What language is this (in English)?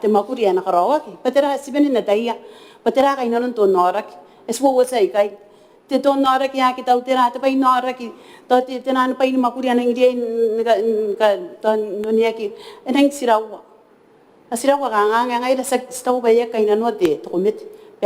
Gilbertese